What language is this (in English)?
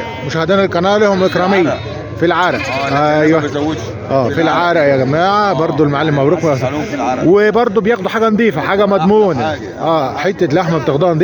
Egyptian Arabic